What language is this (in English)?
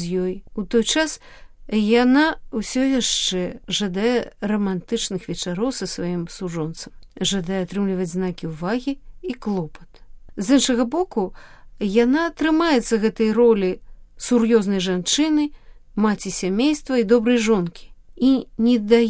Belarusian